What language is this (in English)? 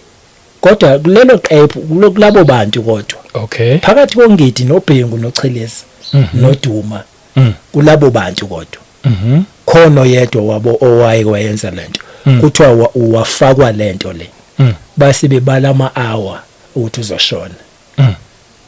Zulu